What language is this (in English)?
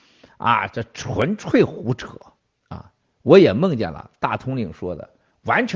Chinese